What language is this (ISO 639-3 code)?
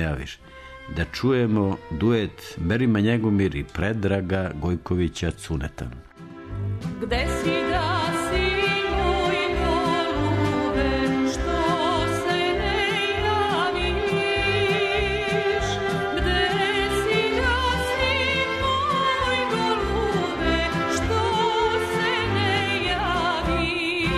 srp